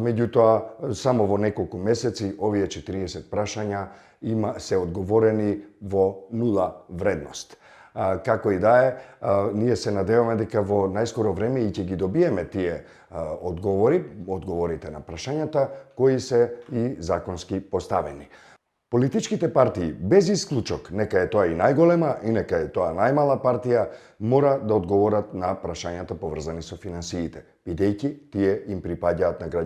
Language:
Macedonian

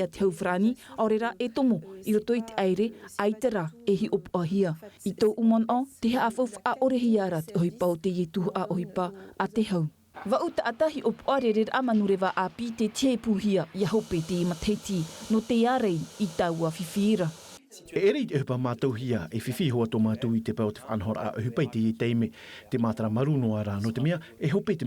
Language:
Tahitian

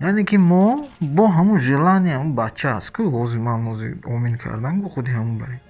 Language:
Tajik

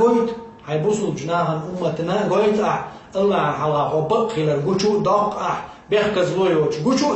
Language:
Chechen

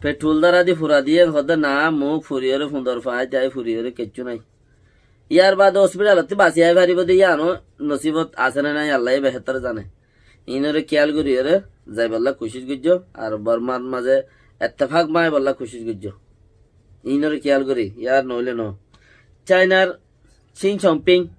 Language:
Rohingya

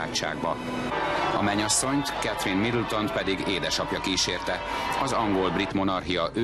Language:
Hungarian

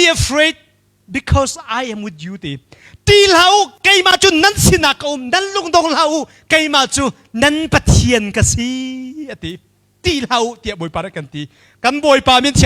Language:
Hakha Chin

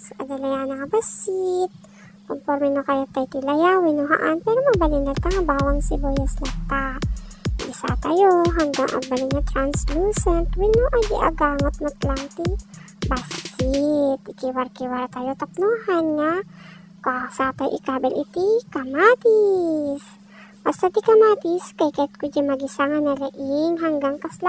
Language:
Iloko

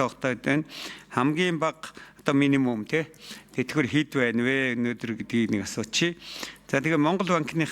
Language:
Mongolian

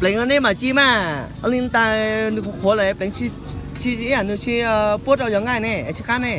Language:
Hmong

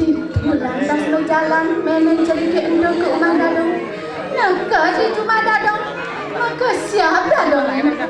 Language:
Balinese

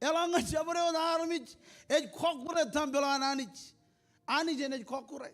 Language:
Marshallese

